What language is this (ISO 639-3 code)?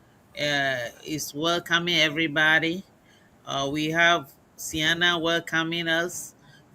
ewe